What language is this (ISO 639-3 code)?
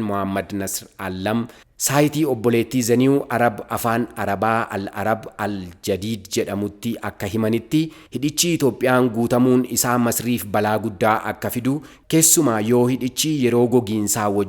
orm